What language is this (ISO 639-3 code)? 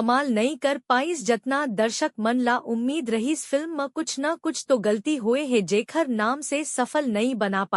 hne